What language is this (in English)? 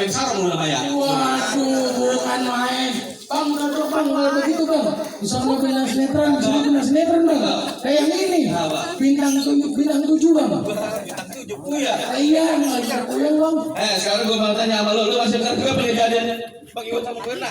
Betawi